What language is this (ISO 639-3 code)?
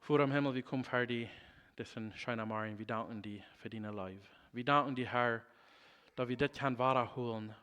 pdt